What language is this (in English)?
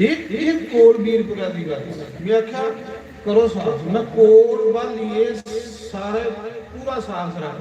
Dogri